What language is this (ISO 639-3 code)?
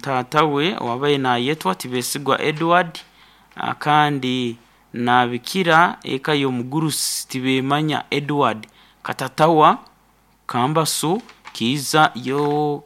nyn